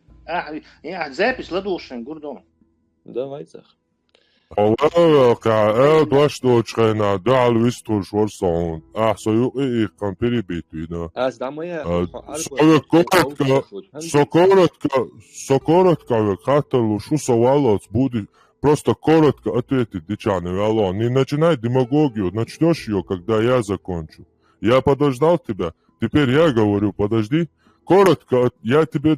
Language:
Chechen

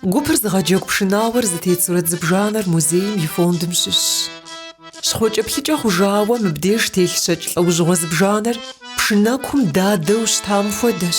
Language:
Kabardian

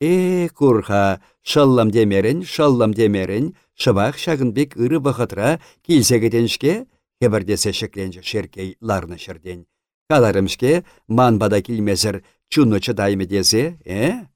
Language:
Chuvash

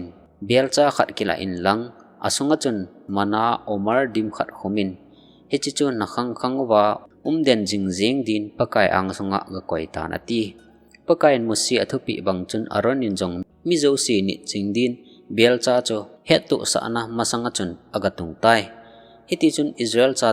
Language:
Thado Chin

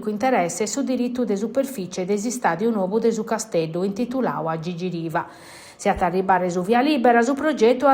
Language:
Sardinian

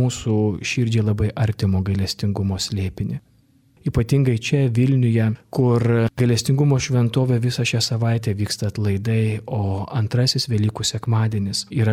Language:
Lithuanian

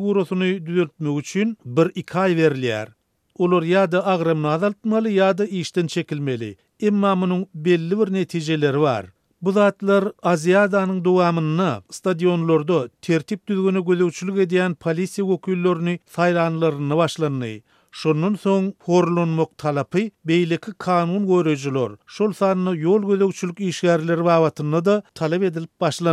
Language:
Turkmen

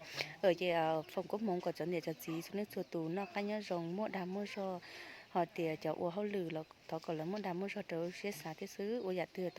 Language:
Hmong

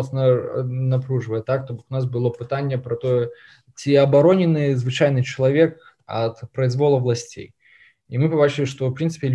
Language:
Belarusian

